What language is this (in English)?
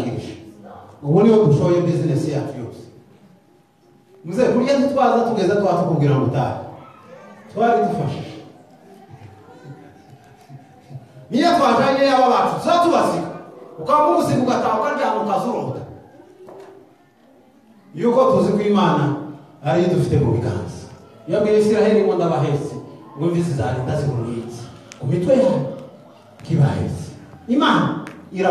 Kinyarwanda